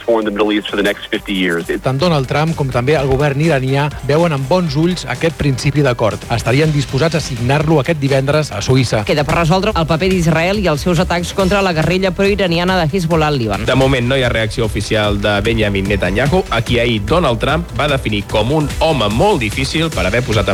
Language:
Catalan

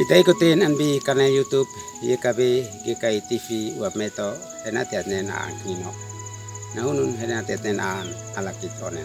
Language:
Uab Meto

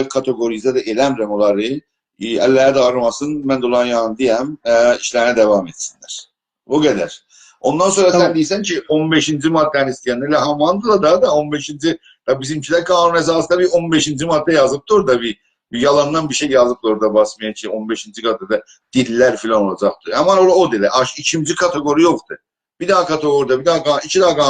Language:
South Azerbaijani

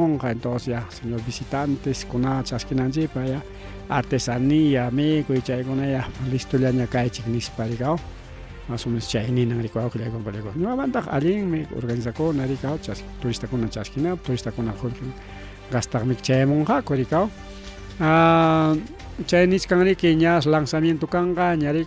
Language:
Ayacucho Quechua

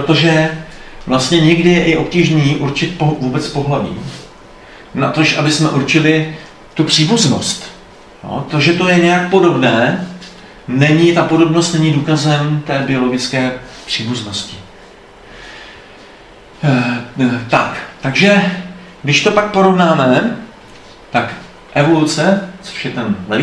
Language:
Czech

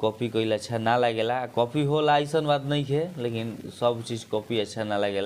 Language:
Bhojpuri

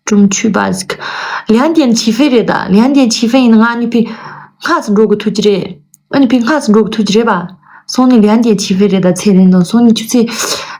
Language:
Tibetan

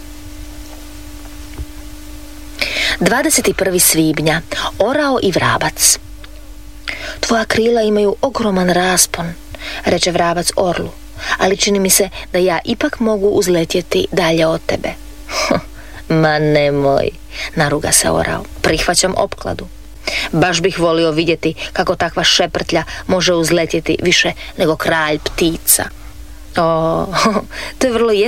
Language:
Croatian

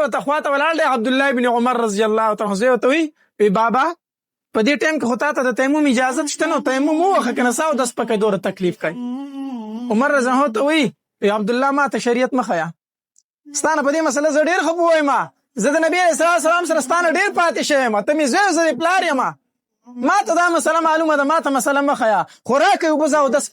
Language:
Pashto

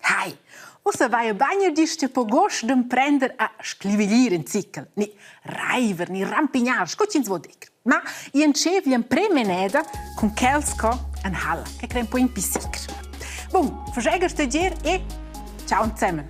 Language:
Romansh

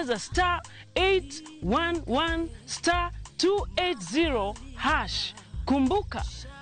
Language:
Luo (Kenya and Tanzania)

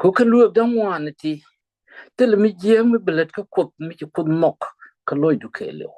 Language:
Nuer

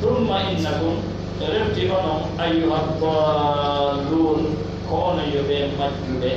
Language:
Fula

